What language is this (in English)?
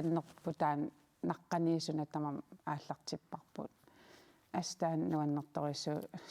Kalaallisut